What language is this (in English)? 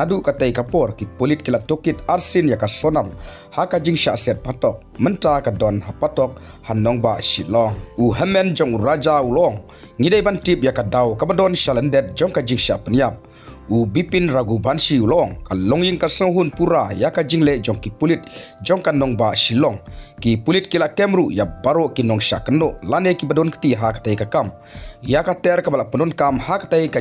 Khasi